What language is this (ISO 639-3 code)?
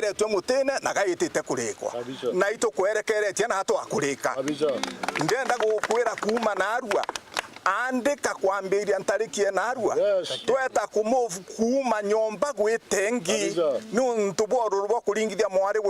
mer